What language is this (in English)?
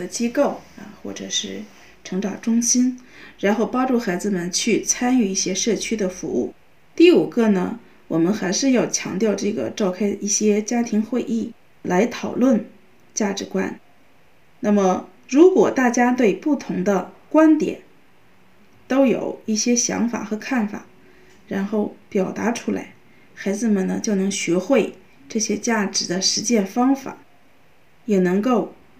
Chinese